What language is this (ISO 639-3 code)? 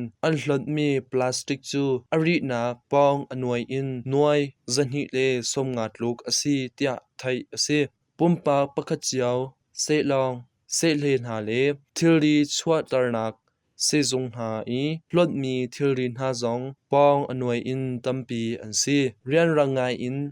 cnh